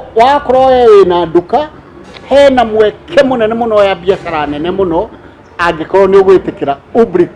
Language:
Kikuyu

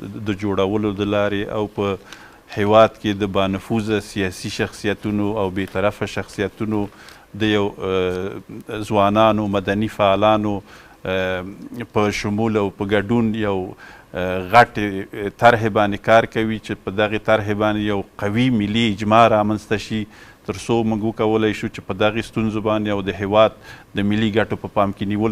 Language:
Pashto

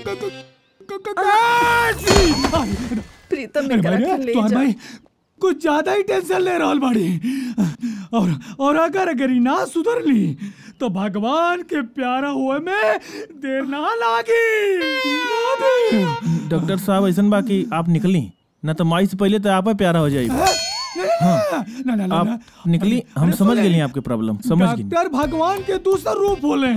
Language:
Bhojpuri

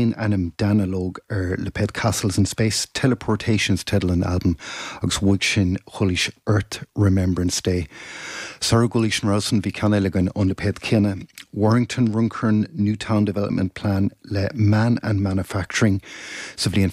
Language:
Irish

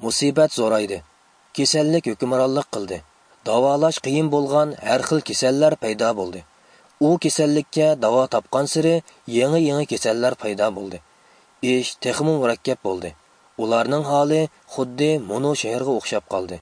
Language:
Uyghur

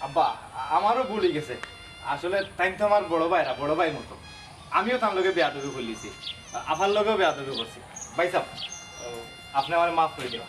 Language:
Sylheti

